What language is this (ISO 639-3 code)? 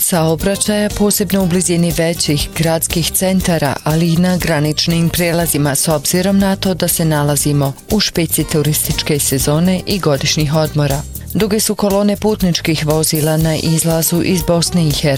bos